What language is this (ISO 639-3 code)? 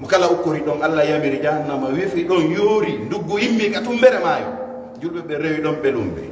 ful